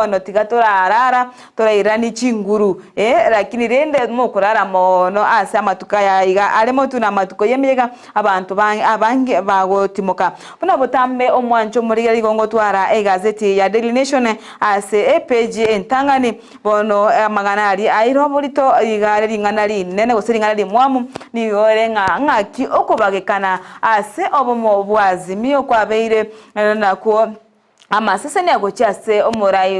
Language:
Gusii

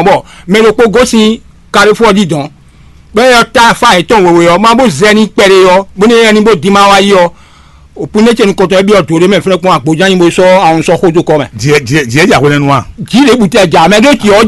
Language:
Fon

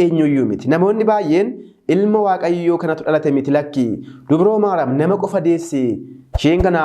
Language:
Oromo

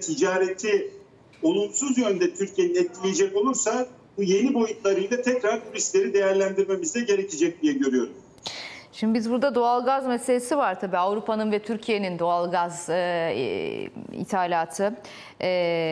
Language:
Turkish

